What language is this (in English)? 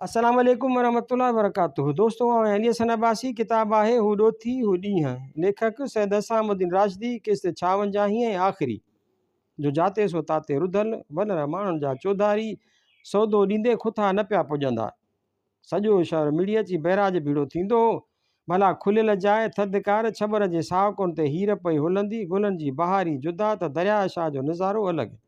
Sindhi